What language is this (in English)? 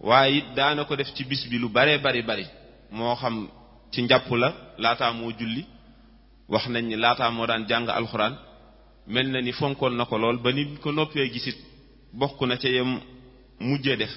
Wolof